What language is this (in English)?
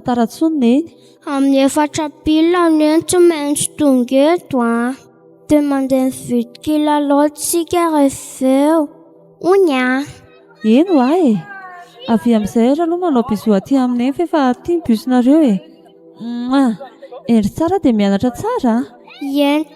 Malagasy